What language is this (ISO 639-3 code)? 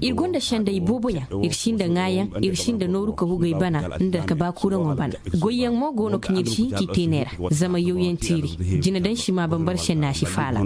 dje